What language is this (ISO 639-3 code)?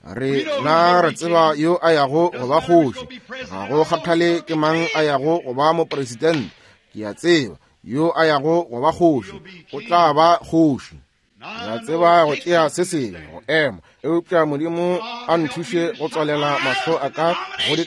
nso